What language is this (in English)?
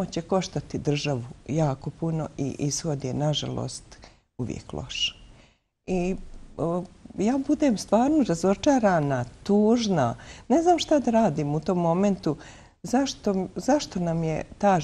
Bosnian